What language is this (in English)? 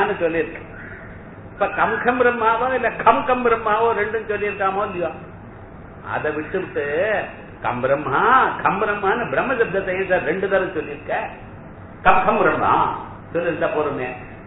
Tamil